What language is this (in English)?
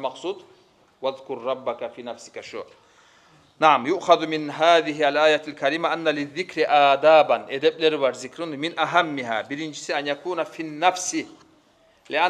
Kumyk